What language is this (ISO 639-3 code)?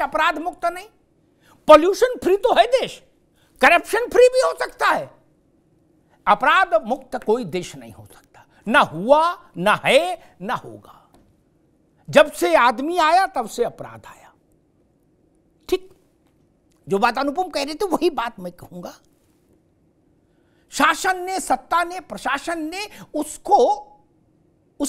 hin